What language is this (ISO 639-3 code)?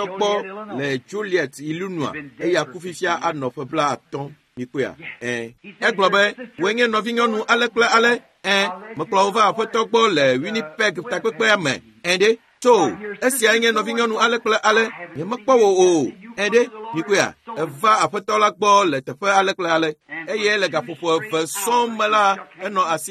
ewe